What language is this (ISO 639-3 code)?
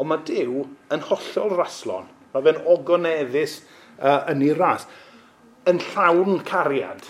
cym